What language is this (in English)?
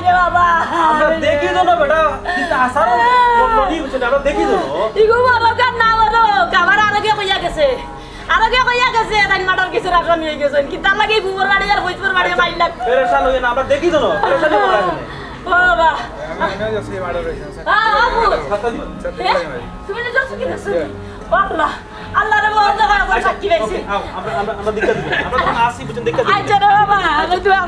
Sylheti